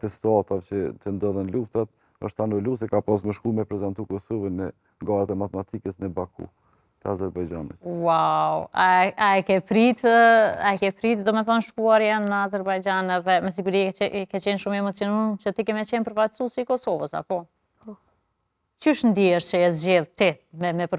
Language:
Albanian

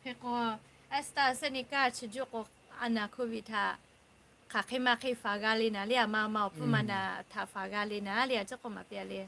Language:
Lahu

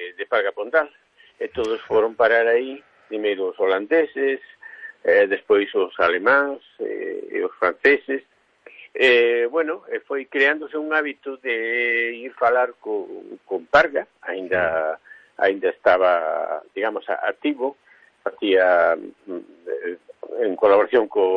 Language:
Galician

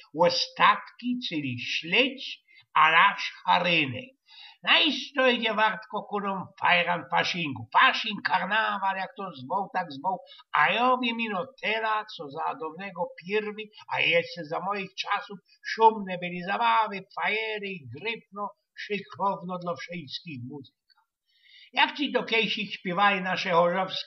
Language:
Silesian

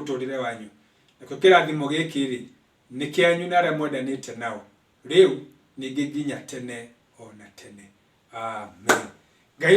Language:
Kikuyu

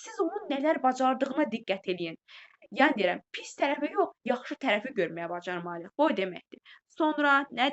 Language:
Azerbaijani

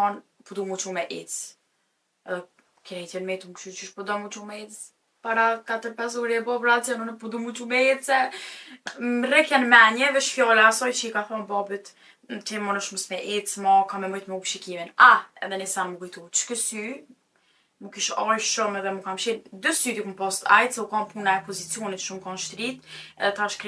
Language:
Albanian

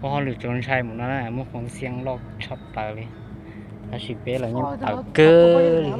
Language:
Hmong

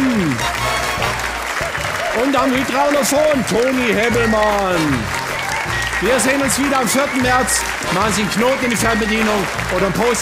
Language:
German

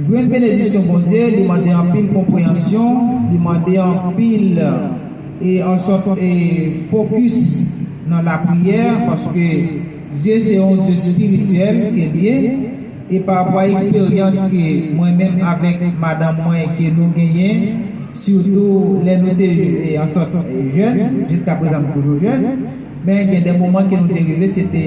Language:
Haitian Creole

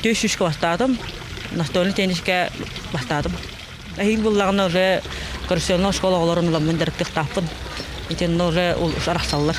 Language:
Yakut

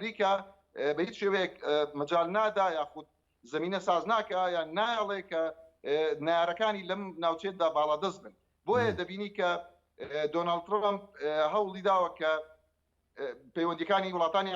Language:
Central Kurdish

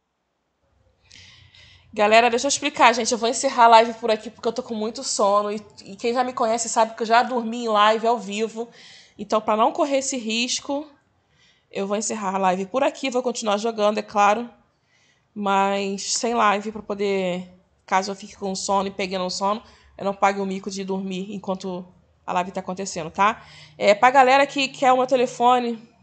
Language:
Portuguese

